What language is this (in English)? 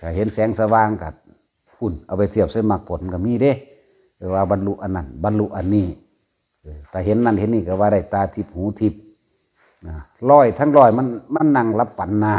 Northeastern Thai